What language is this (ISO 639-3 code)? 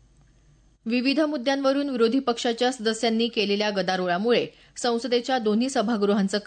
mar